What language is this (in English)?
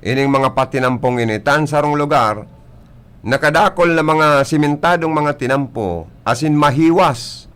Bikol